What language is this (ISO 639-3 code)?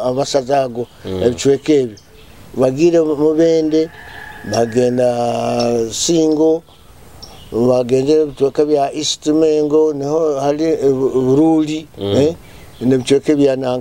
nyo